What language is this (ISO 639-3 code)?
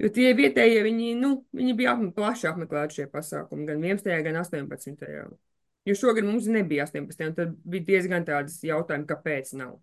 lav